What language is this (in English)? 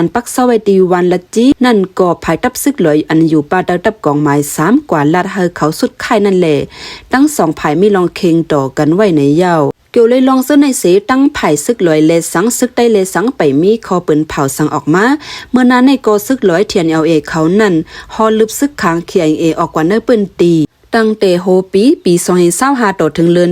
Shan